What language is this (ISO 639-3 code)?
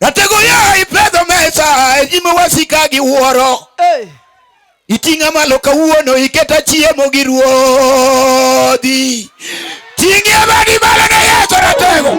luo